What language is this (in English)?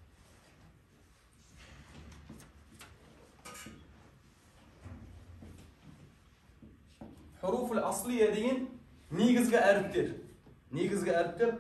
Kazakh